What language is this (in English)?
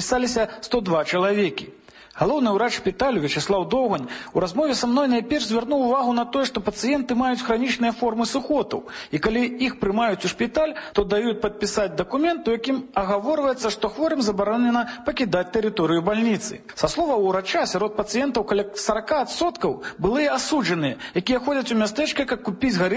Belarusian